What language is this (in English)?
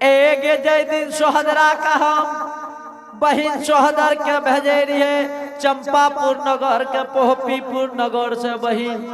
Angika